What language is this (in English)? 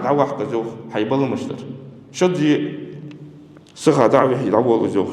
Ingush